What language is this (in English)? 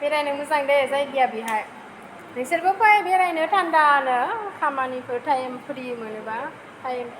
Bodo